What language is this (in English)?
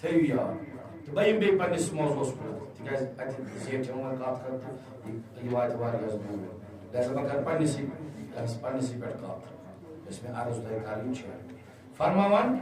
Kashmiri